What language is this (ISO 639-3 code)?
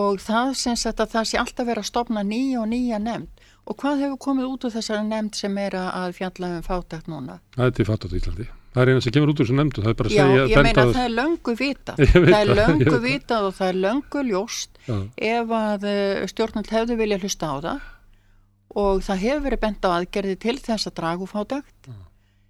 isl